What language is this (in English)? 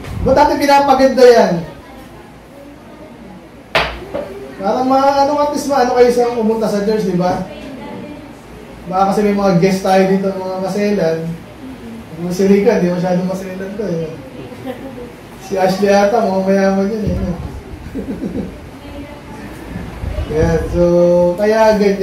Filipino